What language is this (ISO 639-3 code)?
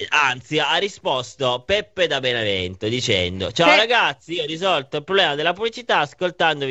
ita